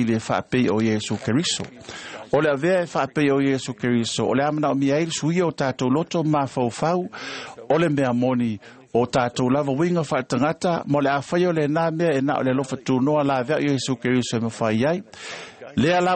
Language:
Samoan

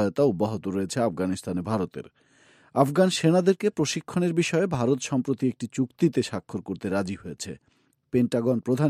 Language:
Bangla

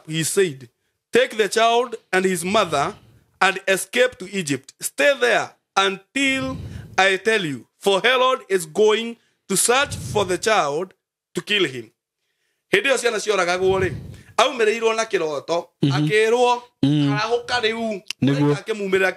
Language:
Kikuyu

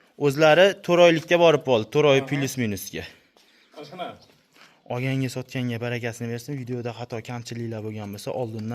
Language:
Uzbek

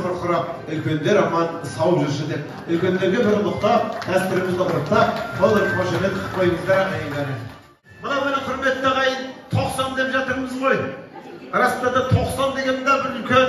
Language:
Kazakh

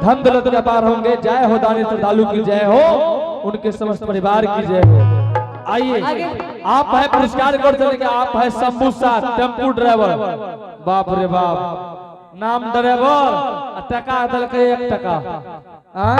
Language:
Angika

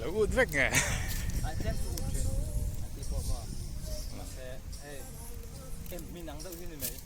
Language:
Mizo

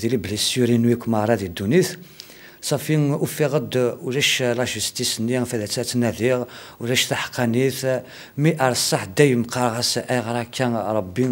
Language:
Kabyle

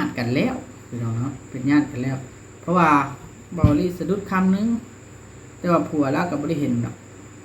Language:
Lao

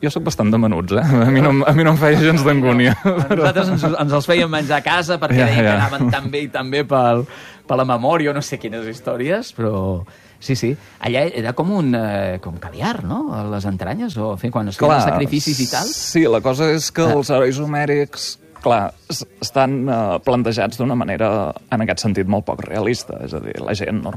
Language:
Catalan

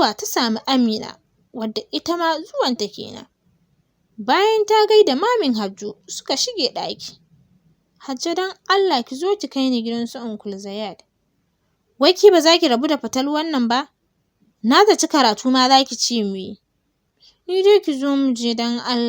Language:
Hausa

